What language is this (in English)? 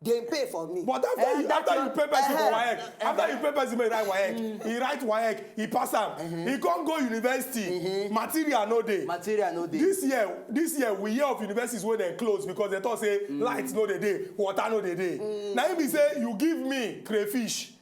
Nigerian Pidgin